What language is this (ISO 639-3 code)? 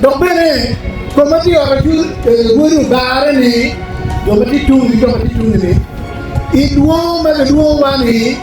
ach